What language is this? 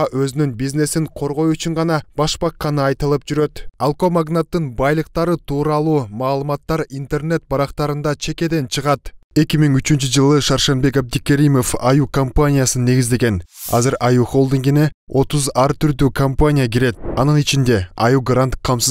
Kyrgyz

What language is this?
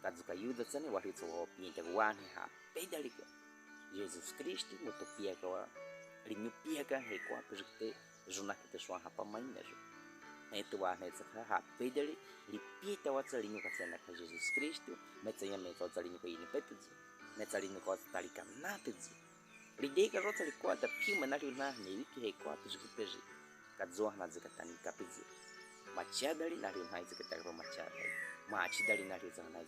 Baniwa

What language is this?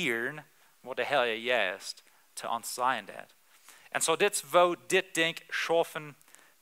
Plautdietsch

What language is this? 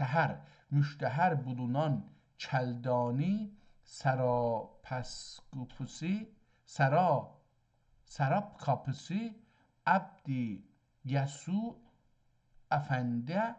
South Azerbaijani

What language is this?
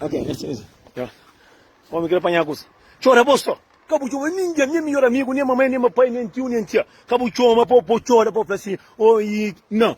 Kabuverdianu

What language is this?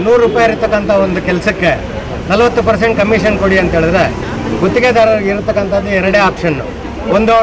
Kannada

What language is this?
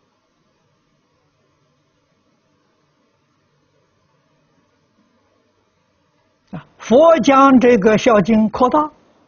Chinese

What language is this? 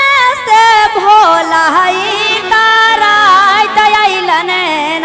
Magahi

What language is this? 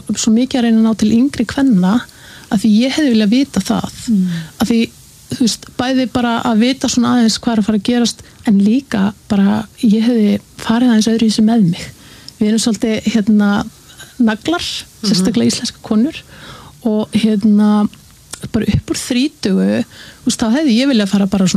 Icelandic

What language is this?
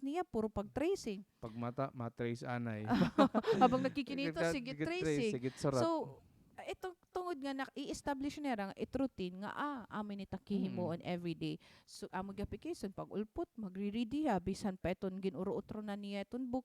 Waray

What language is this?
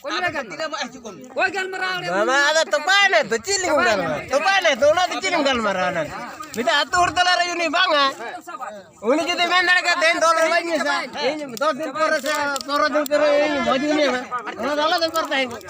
Santali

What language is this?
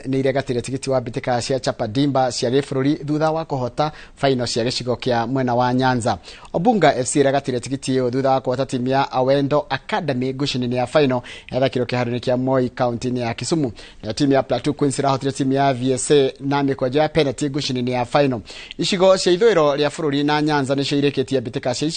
Kikuyu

